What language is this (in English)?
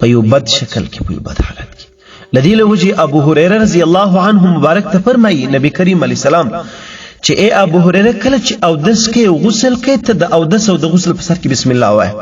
Pashto